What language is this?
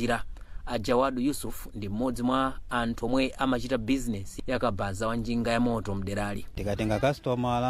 Nyanja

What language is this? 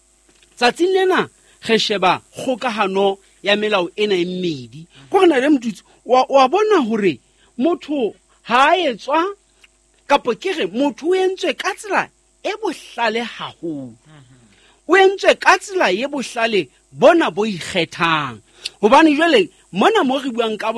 Southern Sotho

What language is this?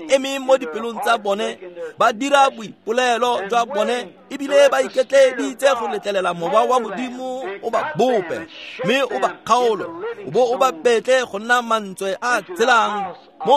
Tswana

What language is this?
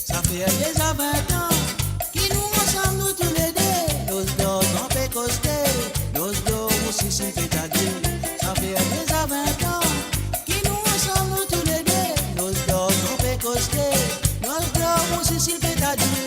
Morisyen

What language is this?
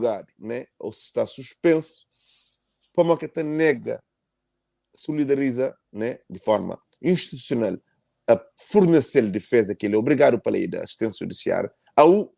Kabuverdianu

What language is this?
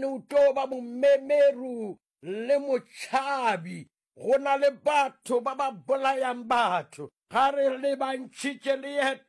Northern Sotho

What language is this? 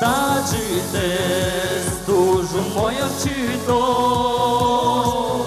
Udmurt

